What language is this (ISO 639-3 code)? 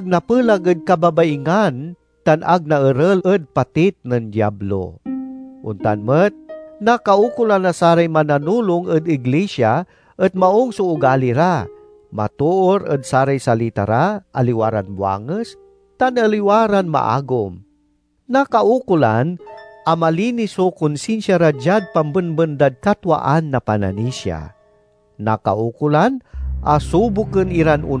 pag